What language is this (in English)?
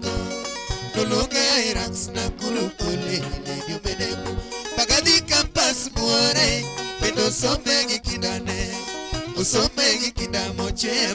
Luo (Kenya and Tanzania)